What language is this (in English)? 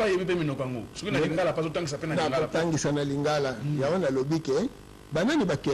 Lingala